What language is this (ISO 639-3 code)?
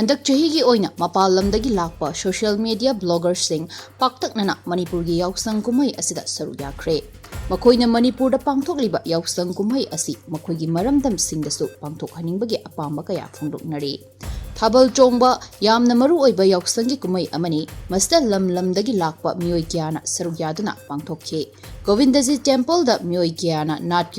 mni